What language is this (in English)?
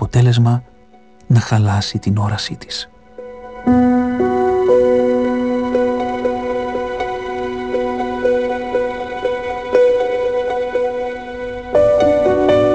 Greek